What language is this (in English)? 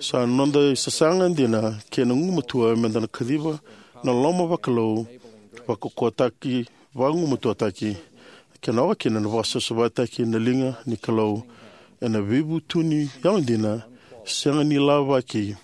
Fijian